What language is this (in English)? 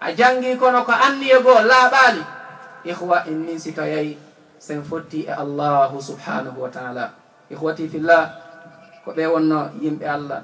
Fula